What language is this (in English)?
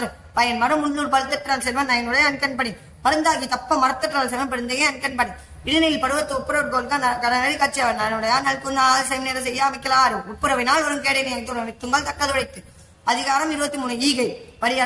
Tamil